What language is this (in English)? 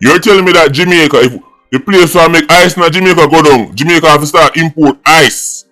Jamaican Creole English